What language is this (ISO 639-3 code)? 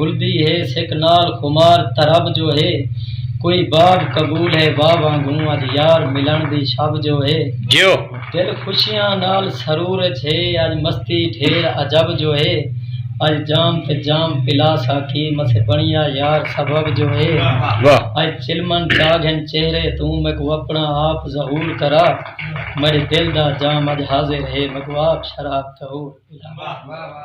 skr